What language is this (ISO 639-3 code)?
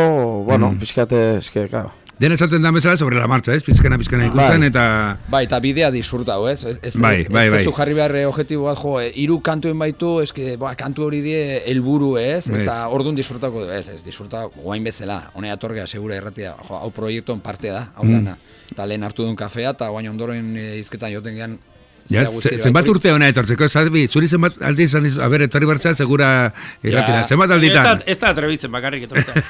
eus